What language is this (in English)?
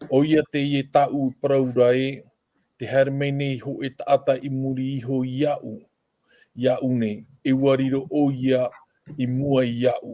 Tahitian